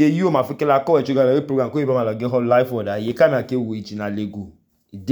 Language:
Idoma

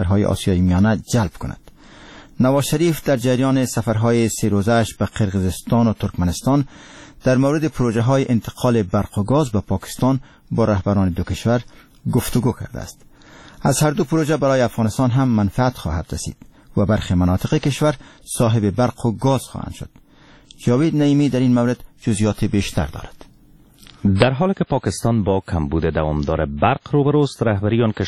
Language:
Persian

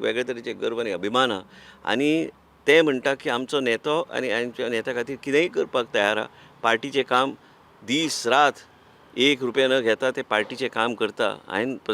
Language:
Konkani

